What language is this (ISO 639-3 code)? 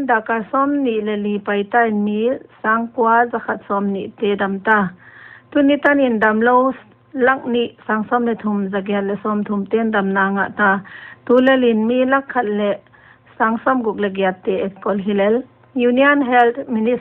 pck